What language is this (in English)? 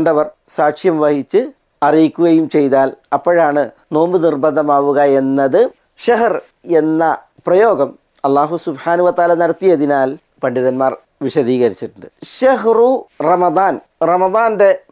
Malayalam